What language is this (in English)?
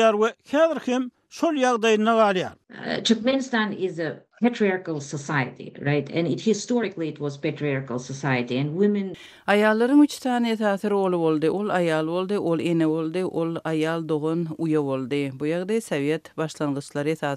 Turkmen